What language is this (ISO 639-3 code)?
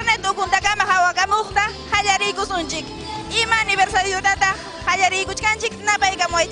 quy